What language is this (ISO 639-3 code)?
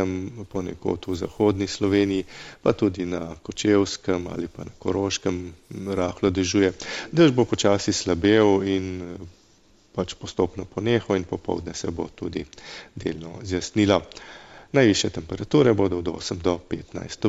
slv